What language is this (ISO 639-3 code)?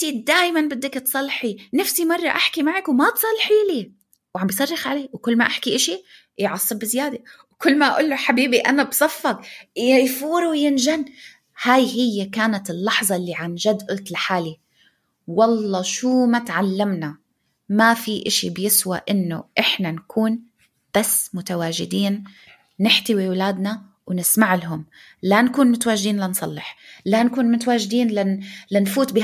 apc